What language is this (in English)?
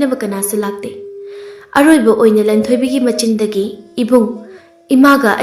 Manipuri